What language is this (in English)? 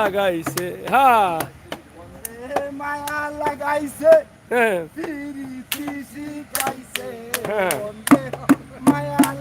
Sylheti